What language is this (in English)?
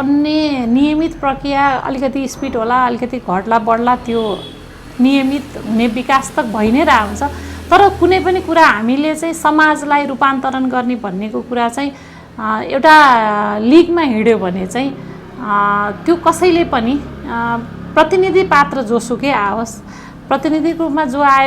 Nepali